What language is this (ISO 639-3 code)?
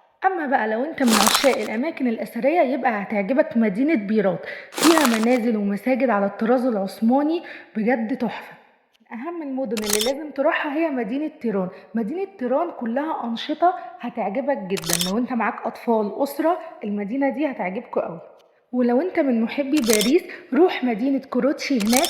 arz